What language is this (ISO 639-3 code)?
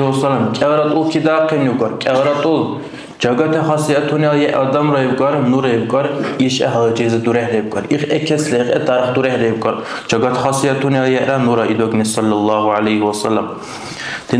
dar